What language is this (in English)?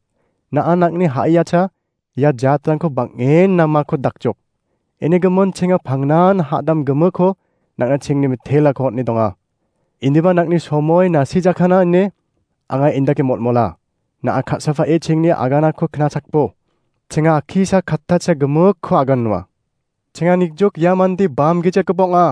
Garo